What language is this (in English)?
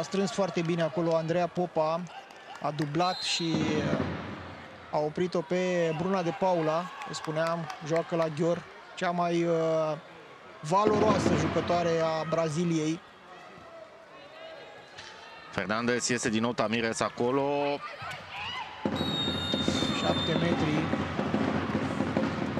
Romanian